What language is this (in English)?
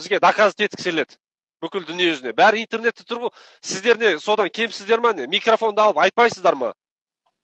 Kazakh